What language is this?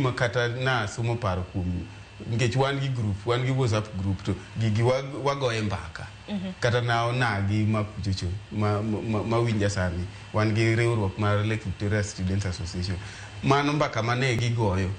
Luo (Kenya and Tanzania)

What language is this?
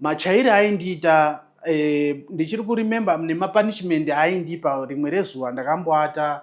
Shona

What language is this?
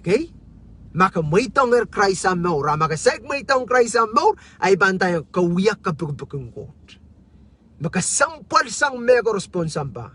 Pohnpeian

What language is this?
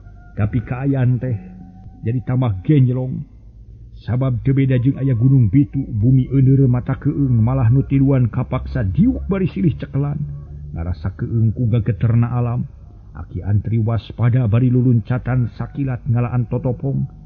Sundanese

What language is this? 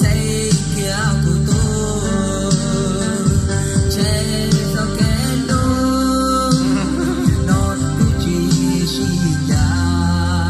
Hmong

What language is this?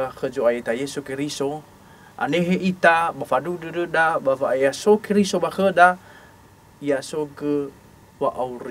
Nias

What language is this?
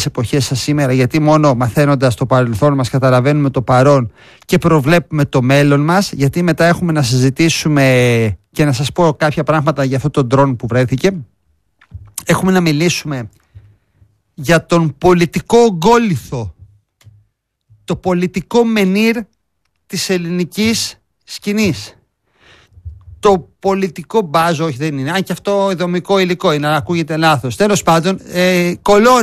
Greek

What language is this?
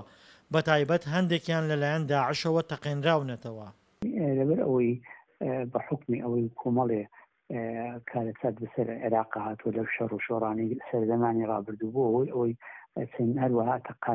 Central Kurdish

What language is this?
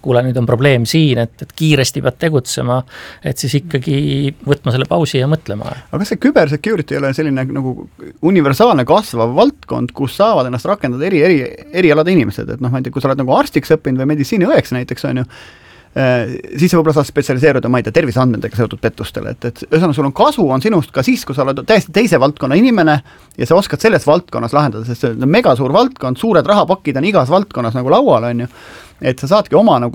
Estonian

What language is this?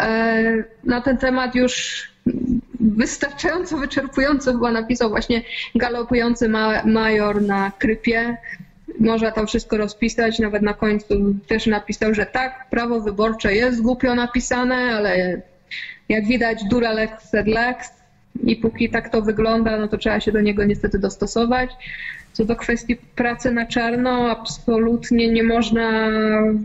Polish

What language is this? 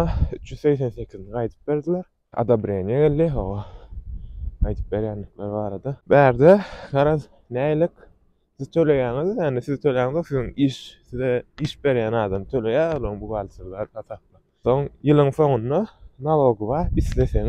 Turkmen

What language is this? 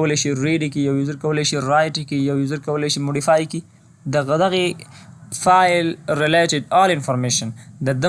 Pashto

